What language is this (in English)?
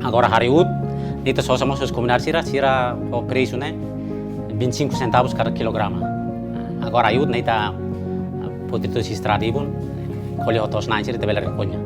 Tetum